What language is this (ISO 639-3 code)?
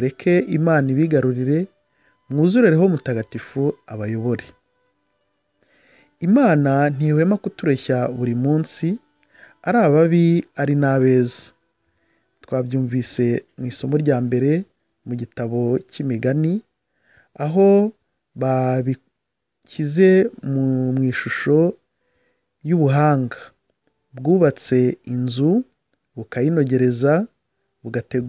kin